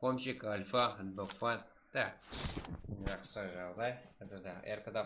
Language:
Kara-Kalpak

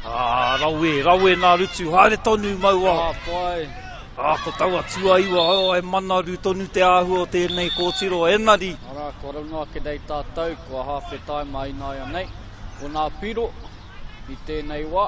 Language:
Māori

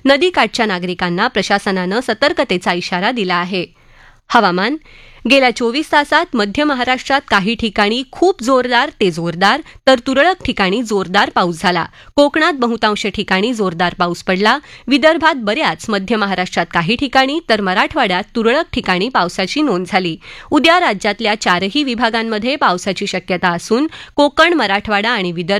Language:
Marathi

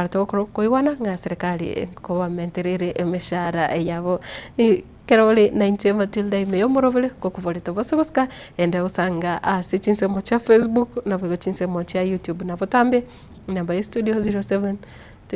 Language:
Gusii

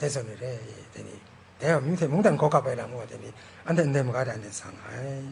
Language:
Kachin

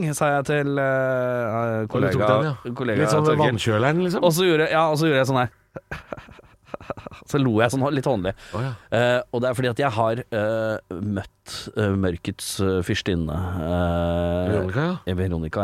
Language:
Norwegian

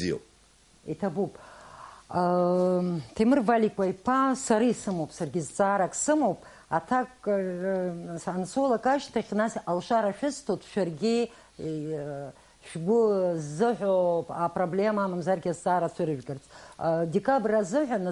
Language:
Abkhazian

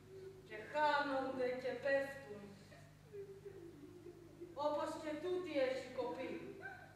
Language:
Greek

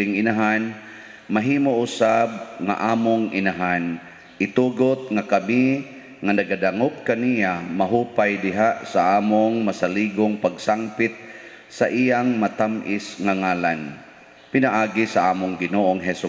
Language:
Cebuano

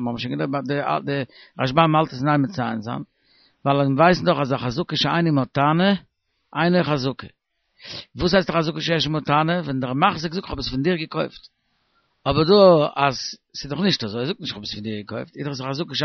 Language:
Yiddish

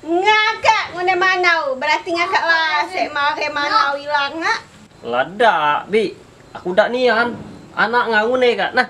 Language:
Musi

